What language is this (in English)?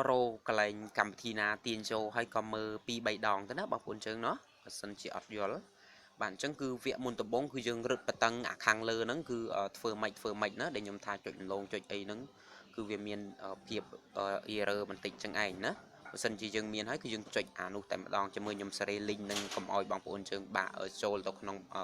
Khmer